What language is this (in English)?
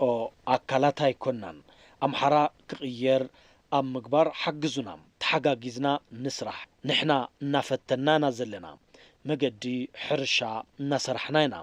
Tigrinya